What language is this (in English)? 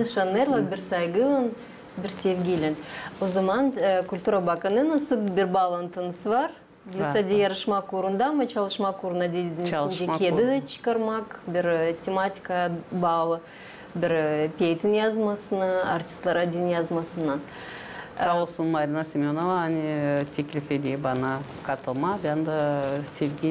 Gagauz